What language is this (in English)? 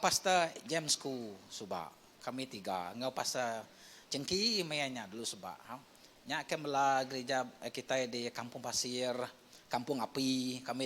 Iban